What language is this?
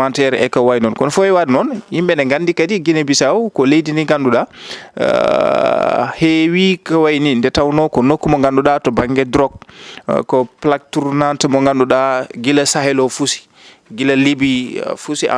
Fula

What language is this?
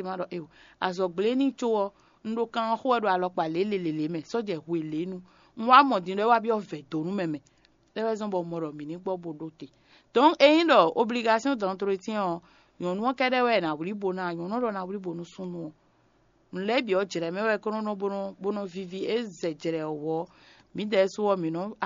Fon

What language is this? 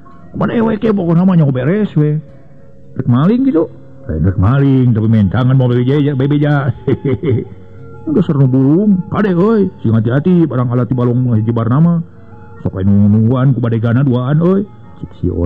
Sundanese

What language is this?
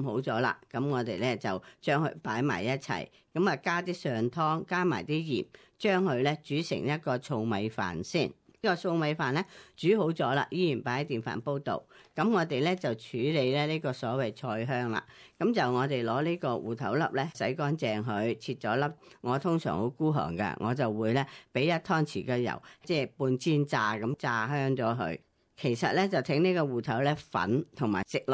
Cantonese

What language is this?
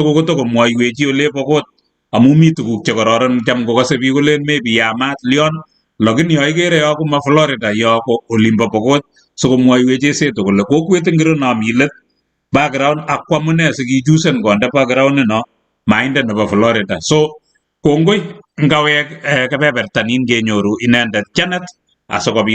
Kalenjin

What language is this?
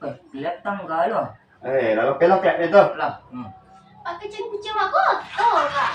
Minangkabau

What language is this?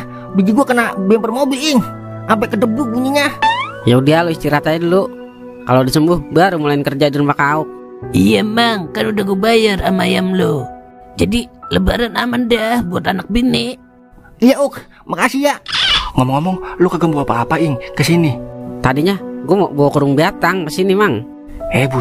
Betawi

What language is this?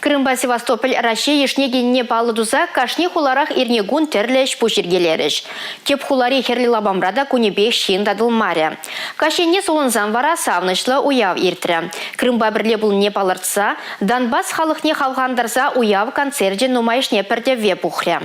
Chuvash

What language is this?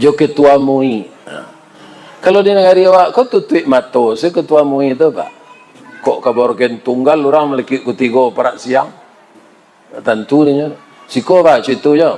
Minangkabau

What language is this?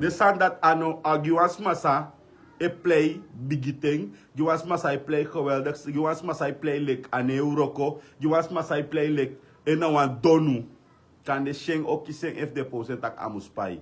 Sranan Tongo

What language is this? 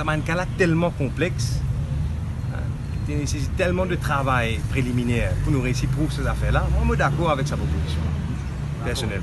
Morisyen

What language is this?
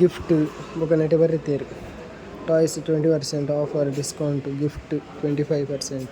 Tulu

